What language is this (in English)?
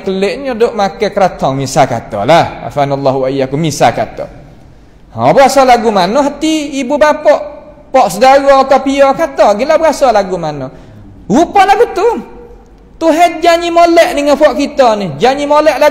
Malay